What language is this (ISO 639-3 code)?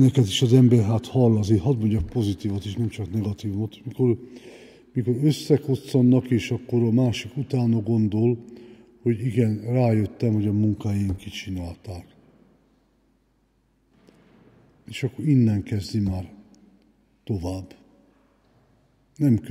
hun